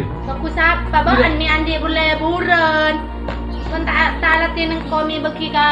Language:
Madurese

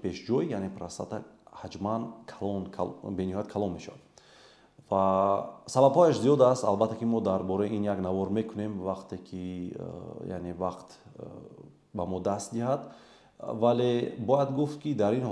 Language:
Tajik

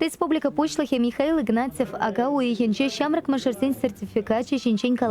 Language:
Chuvash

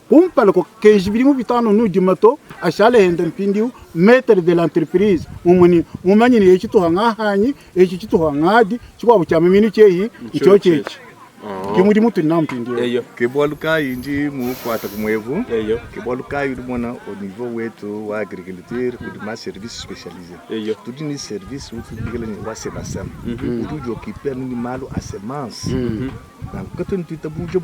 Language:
Luba-Lulua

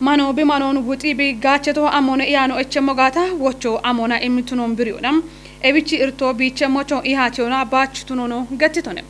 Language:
Kafa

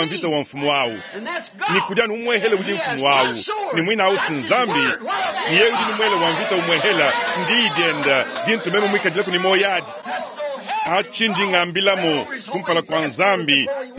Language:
Luba-Lulua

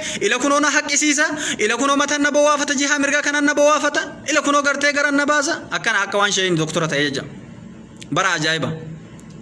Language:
Oromo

